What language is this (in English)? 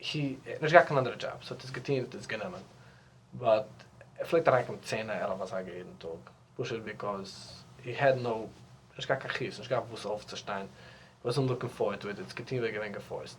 Yiddish